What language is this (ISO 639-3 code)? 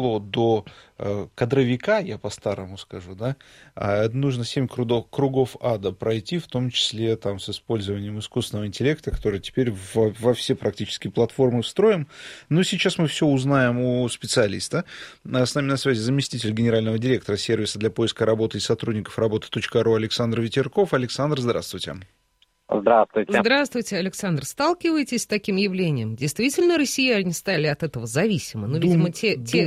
rus